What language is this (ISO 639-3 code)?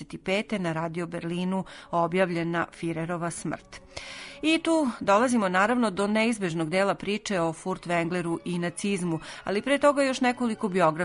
srp